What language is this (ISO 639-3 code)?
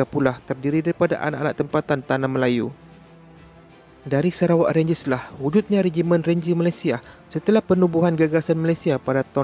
msa